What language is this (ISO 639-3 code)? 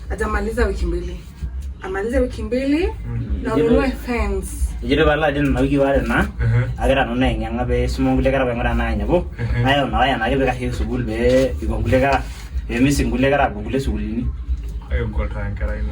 mas